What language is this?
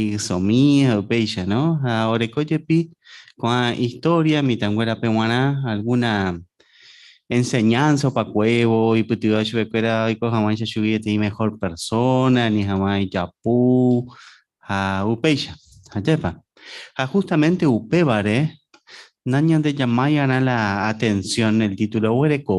Guarani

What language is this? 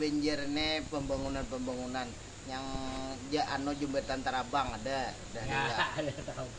Banjar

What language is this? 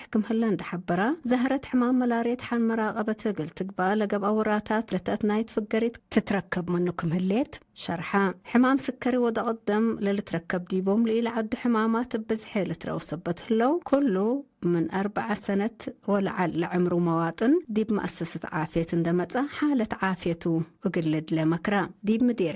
Tigre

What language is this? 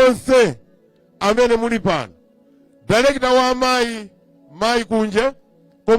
Nyanja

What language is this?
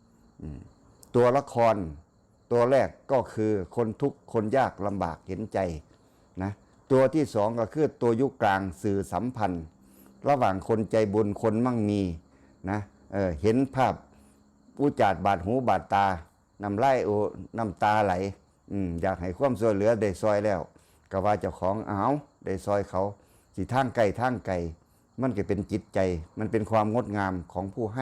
Northeastern Thai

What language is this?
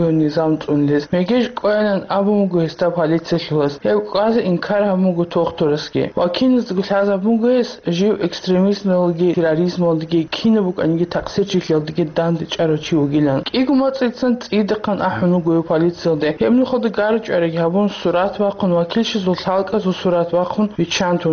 Avaric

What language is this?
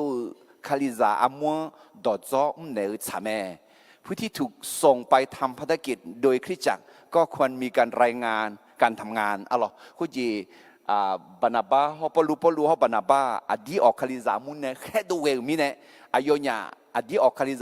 Akha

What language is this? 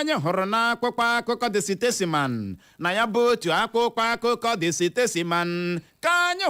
Igbo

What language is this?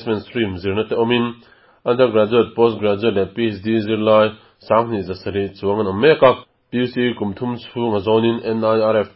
Mizo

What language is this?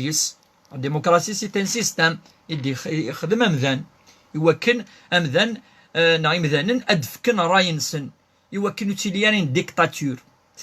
Kabyle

